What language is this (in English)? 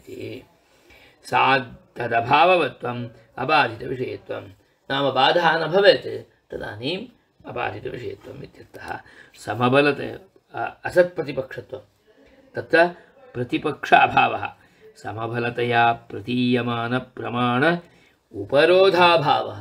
Sanskrit